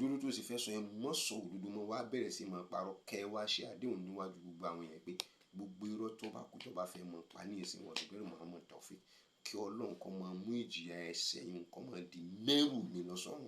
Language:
Yoruba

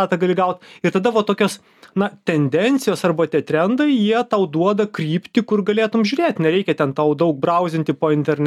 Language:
Lithuanian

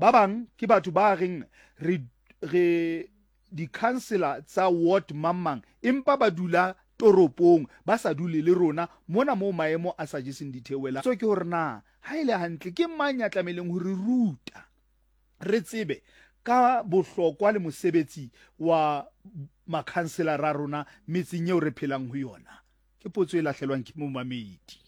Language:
Southern Sotho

